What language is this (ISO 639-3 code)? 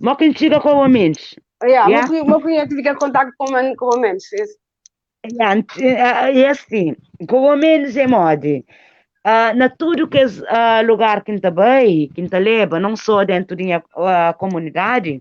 kea